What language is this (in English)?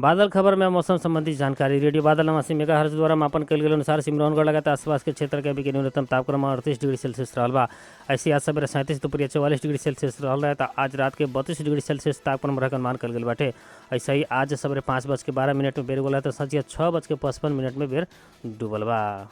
Bhojpuri